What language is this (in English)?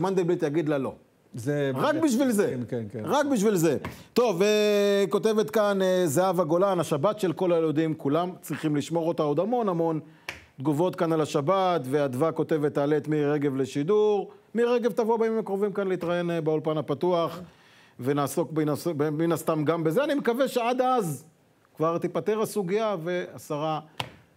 Hebrew